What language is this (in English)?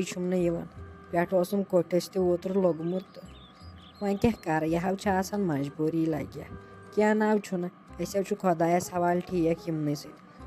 Kashmiri